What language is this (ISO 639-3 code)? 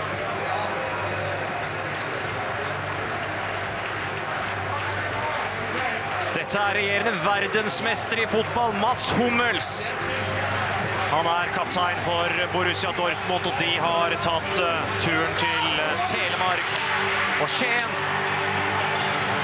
nor